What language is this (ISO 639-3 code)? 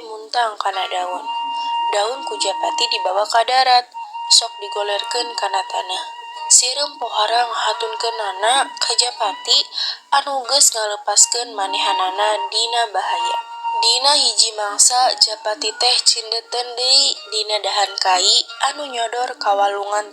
sun